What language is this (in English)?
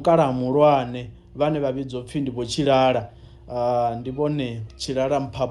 Venda